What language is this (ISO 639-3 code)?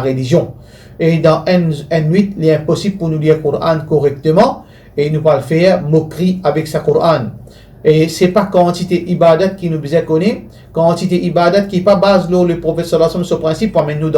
mfe